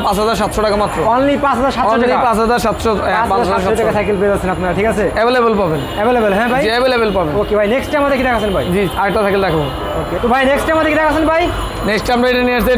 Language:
Bangla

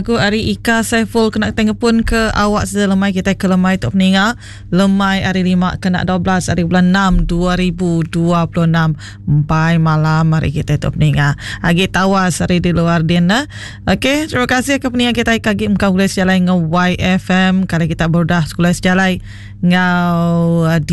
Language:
Iban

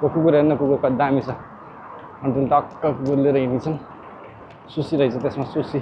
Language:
Nepali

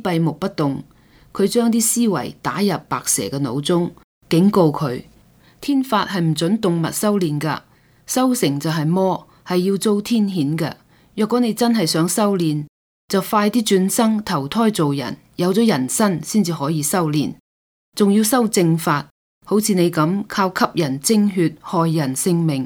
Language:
Cantonese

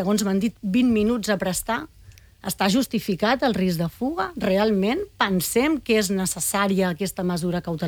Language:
Catalan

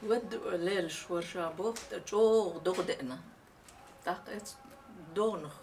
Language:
Chechen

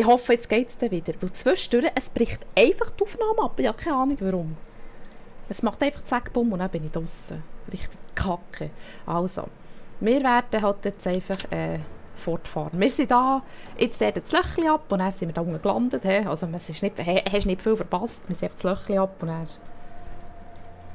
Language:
Swiss German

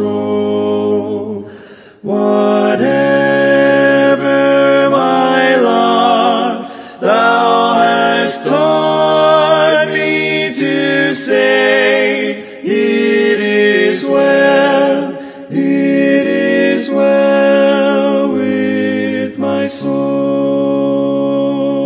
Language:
English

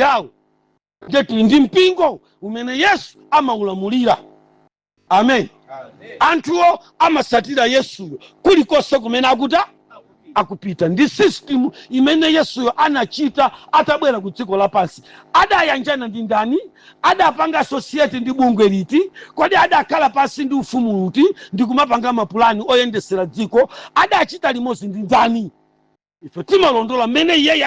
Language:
Nyanja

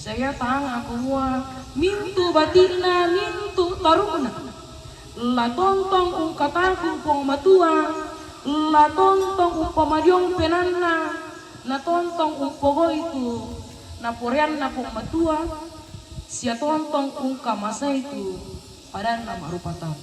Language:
Toraja-Sa'dan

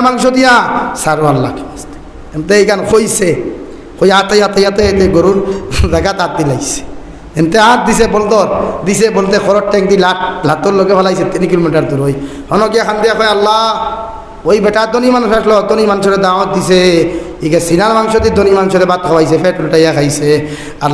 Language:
Sylheti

